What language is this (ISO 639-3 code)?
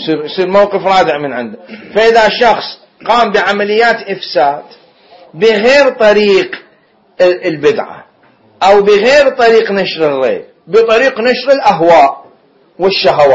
acm